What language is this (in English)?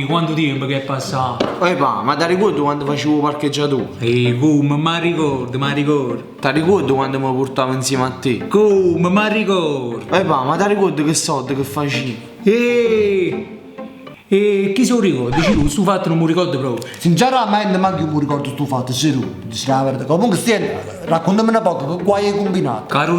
Neapolitan